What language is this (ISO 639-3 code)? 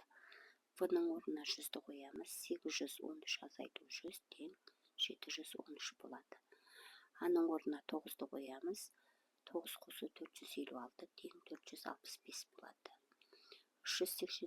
kaz